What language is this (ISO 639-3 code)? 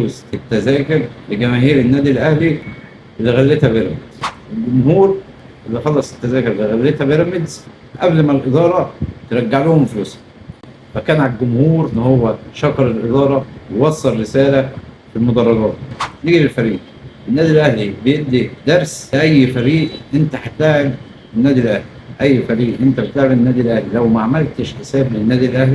arz